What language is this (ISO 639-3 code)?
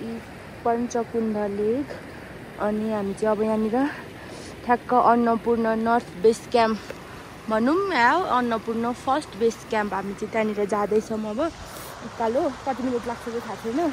nep